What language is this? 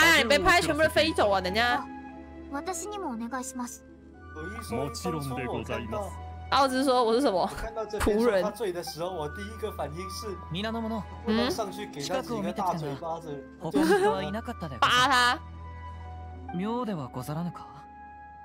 Chinese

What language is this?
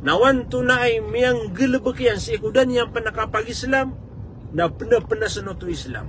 Maranao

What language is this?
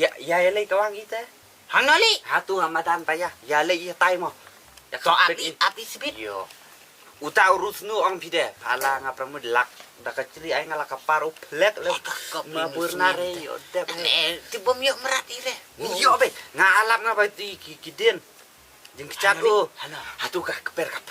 Khasi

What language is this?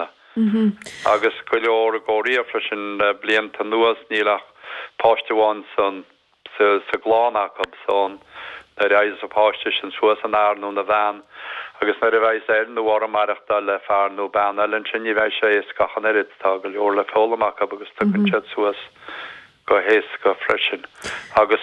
Irish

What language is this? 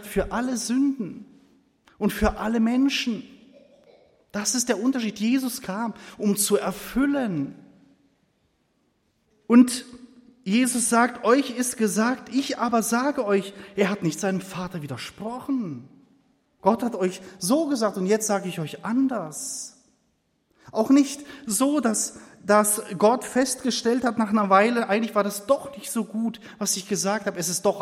German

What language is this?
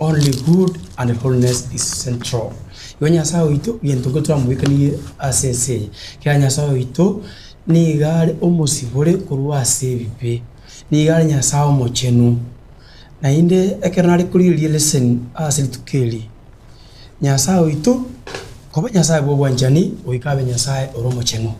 Gusii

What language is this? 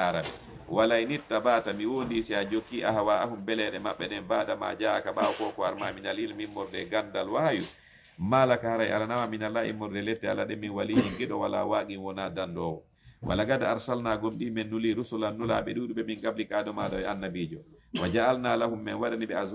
Fula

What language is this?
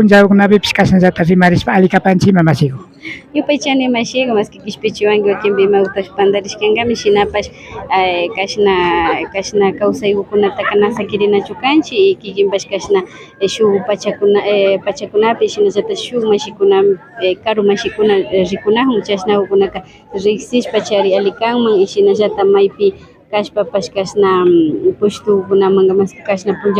Imbabura Highland Quichua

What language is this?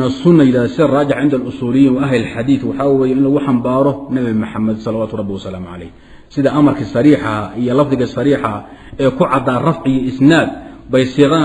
Somali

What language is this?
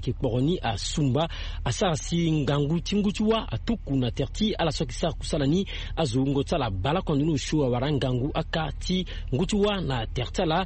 Sango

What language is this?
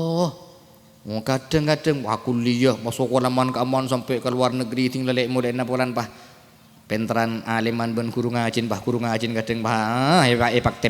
Madurese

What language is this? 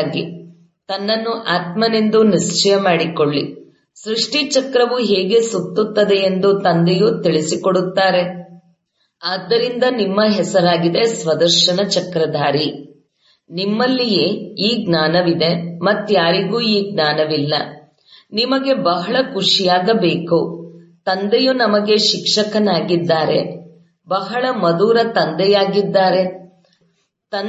Kannada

